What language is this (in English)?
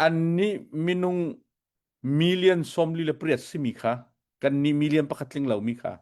Hakha Chin